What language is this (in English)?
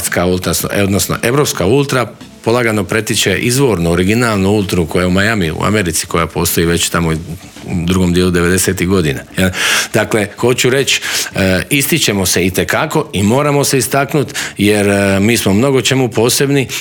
Croatian